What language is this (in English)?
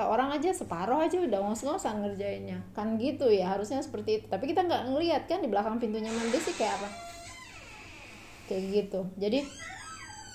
Indonesian